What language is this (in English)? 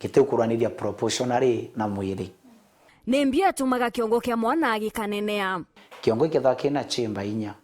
Meru